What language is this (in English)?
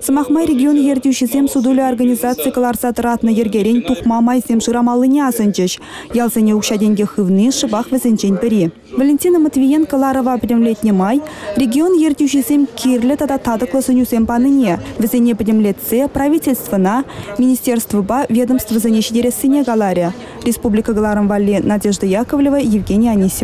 Chuvash